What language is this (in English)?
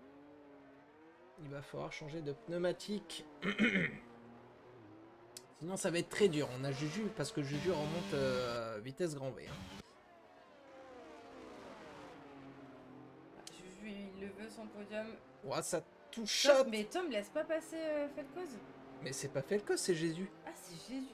French